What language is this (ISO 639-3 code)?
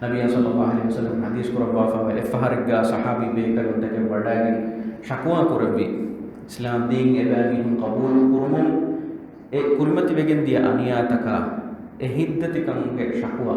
div